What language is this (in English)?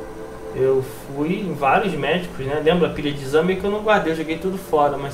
Portuguese